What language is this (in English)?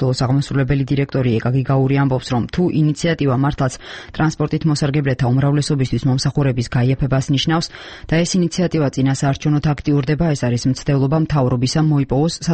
Georgian